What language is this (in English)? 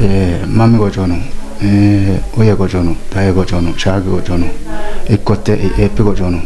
Kafa